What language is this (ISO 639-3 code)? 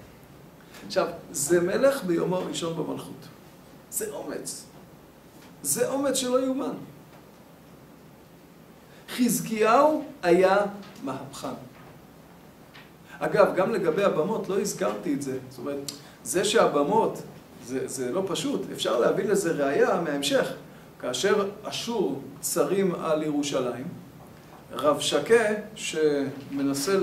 heb